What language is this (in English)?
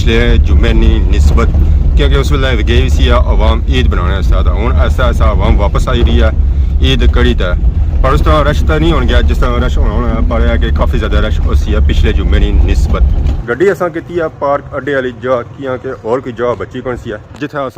Pahari-Potwari